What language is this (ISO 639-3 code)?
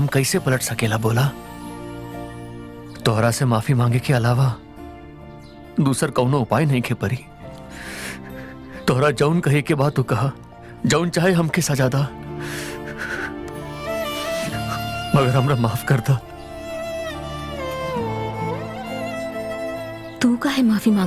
bho